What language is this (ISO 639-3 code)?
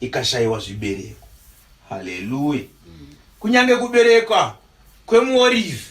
sna